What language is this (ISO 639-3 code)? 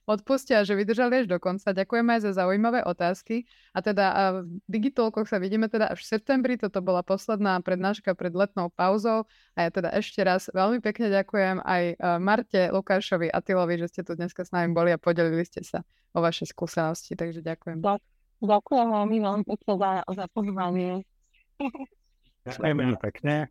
slk